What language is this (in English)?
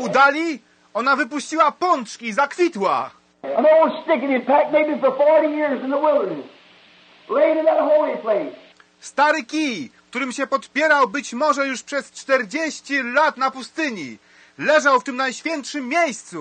Polish